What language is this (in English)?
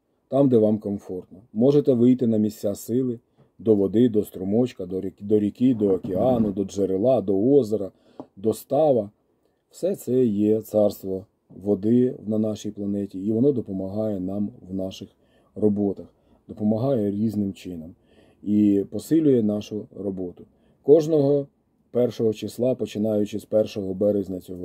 Ukrainian